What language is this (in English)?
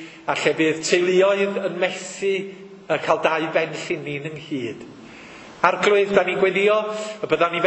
Welsh